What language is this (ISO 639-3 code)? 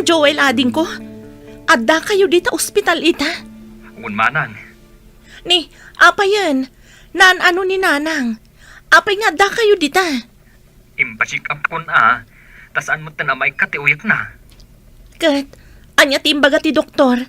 ilo